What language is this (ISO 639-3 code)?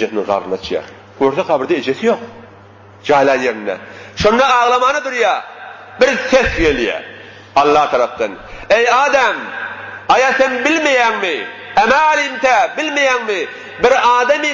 tuk